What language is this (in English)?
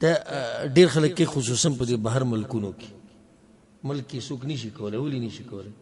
Pashto